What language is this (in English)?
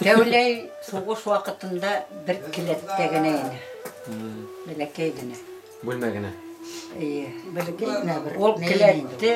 Bashkir